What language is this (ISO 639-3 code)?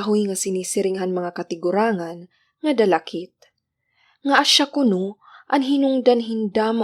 war